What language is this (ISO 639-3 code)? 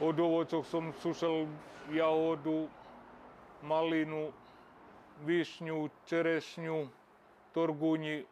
rue